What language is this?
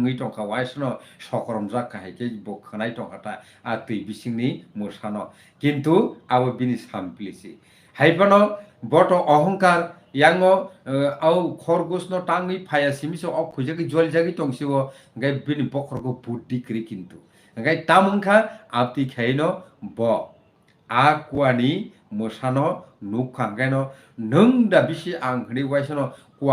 Kok Borok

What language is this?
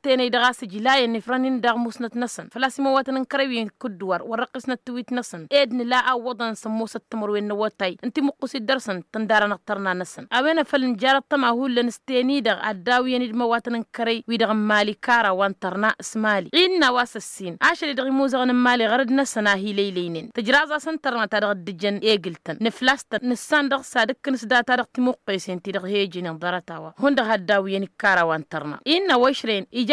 Tamasheq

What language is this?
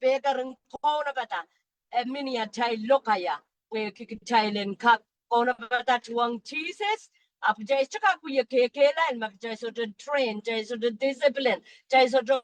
Pohnpeian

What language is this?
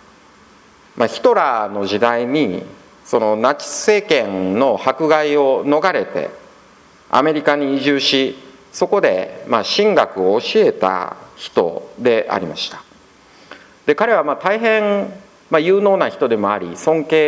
Japanese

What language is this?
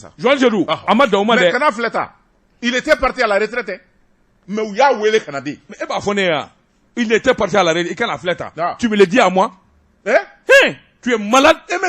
Bambara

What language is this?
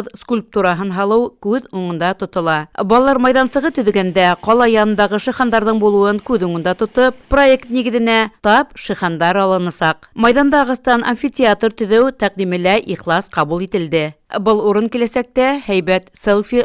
Bashkir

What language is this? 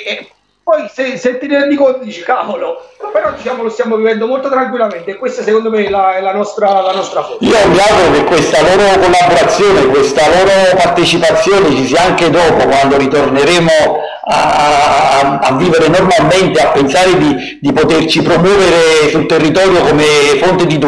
Italian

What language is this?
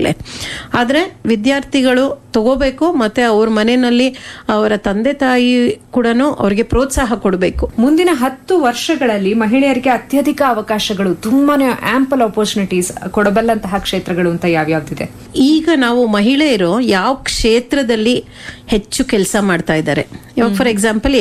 Kannada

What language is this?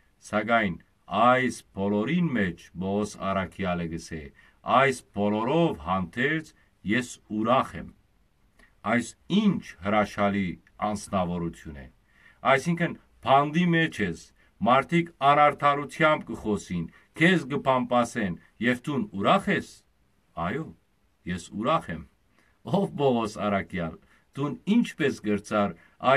Western Armenian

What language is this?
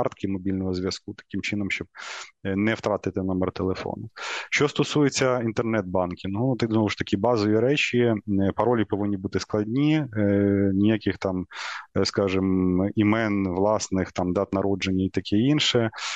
Ukrainian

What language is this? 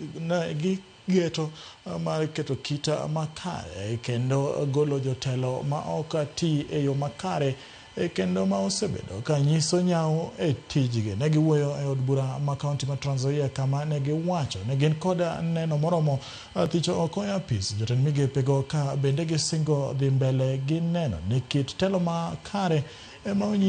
Luo (Kenya and Tanzania)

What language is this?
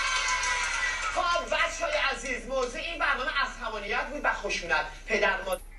Persian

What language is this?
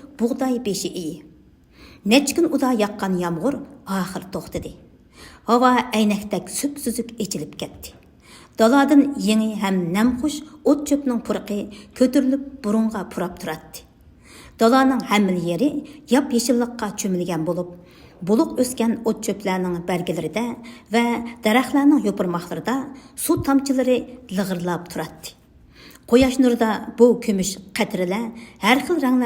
Uyghur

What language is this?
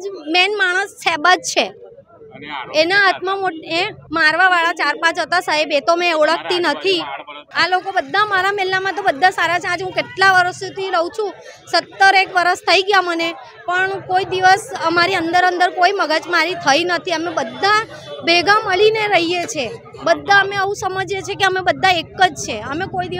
Gujarati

